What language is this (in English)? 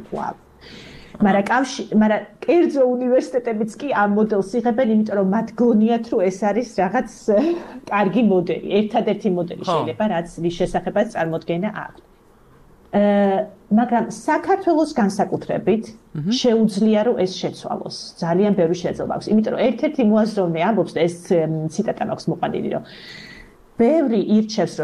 Georgian